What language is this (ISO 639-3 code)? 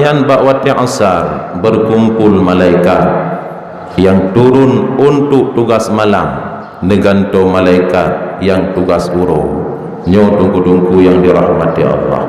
ace